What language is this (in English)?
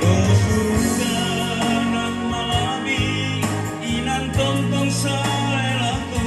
Toraja-Sa'dan